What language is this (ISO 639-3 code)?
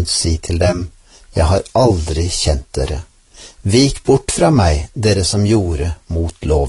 nor